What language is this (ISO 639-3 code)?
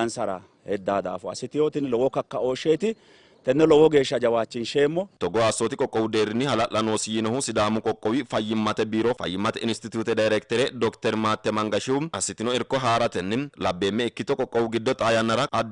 sid